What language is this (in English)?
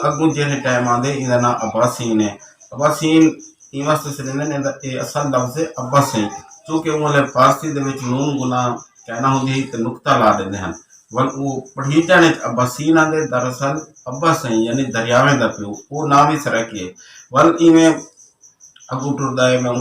Saraiki